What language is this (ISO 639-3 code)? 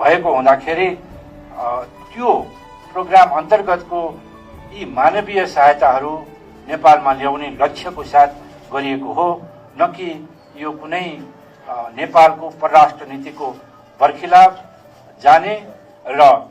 nep